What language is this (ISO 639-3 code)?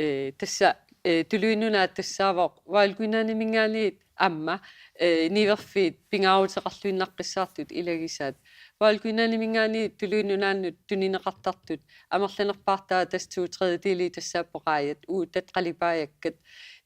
kal